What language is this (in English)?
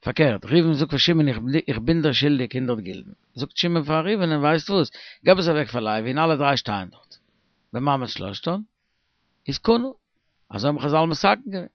Yiddish